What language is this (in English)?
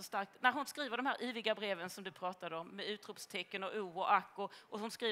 Swedish